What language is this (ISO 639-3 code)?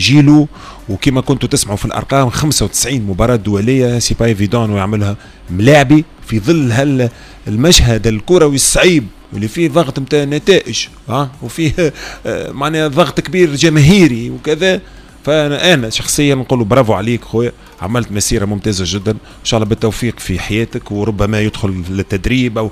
aeb